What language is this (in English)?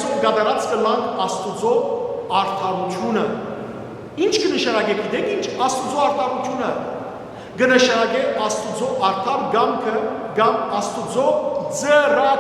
Western Armenian